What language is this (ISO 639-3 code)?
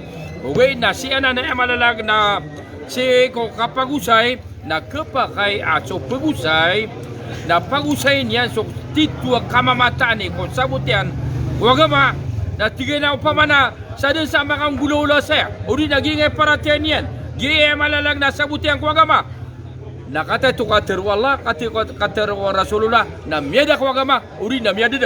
mrw